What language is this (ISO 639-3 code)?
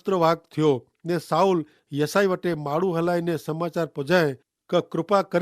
kfr